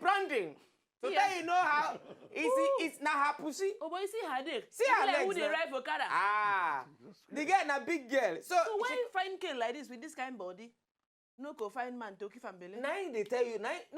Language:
Nigerian Pidgin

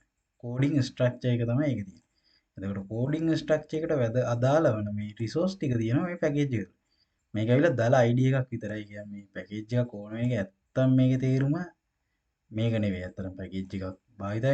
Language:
Sinhala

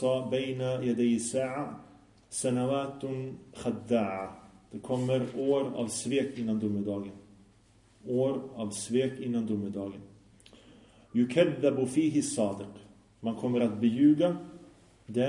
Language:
Swedish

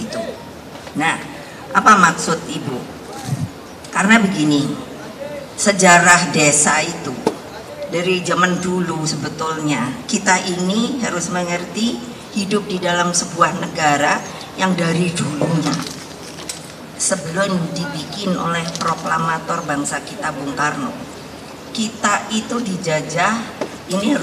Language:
Indonesian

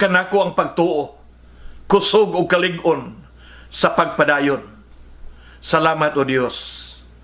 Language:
Cebuano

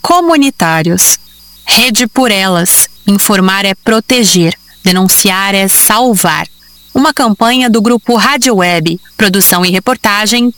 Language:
Portuguese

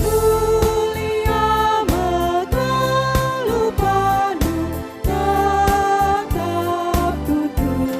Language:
Batak Karo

